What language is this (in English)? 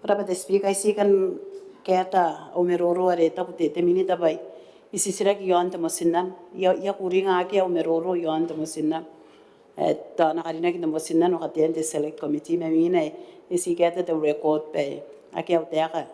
Gilbertese